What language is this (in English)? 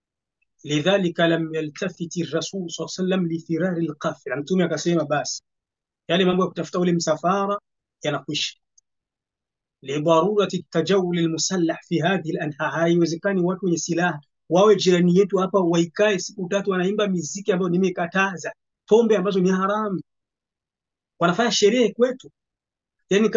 Swahili